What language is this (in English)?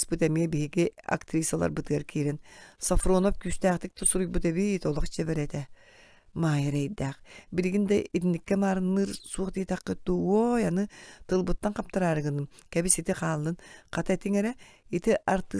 Yakut